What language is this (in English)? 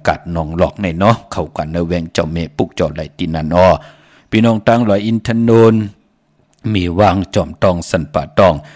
Shan